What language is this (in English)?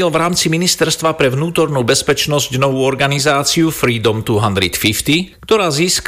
Slovak